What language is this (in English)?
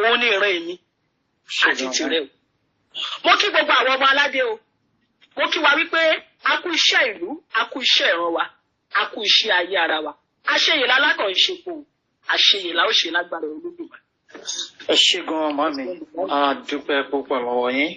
Yoruba